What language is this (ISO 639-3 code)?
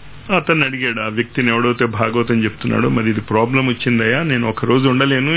tel